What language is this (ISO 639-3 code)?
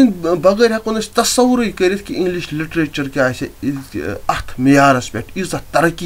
kas